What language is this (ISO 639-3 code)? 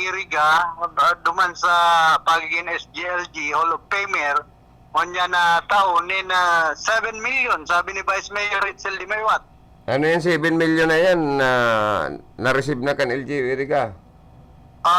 bik